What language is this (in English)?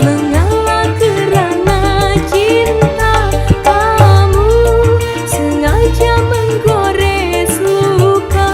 Betawi